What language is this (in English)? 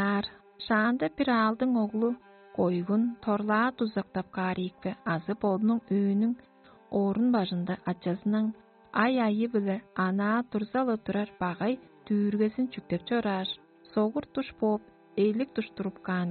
Tuvinian